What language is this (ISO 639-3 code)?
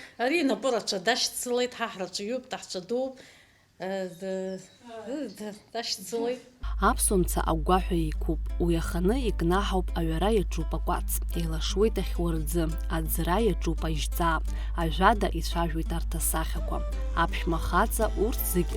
abk